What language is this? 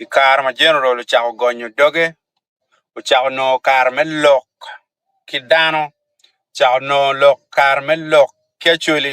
Acoli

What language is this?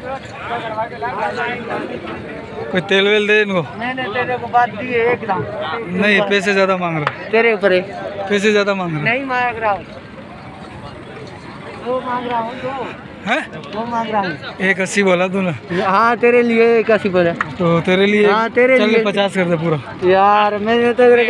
Hindi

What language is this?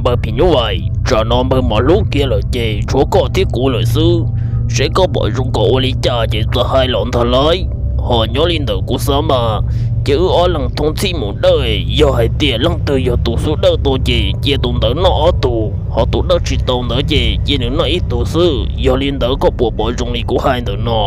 Hmong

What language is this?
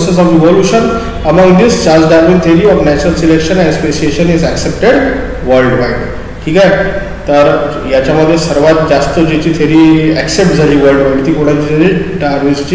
Marathi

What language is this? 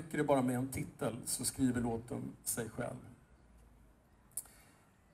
Swedish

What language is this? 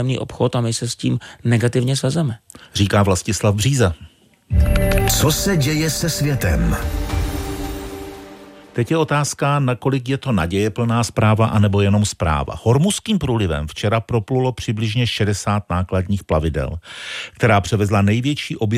Czech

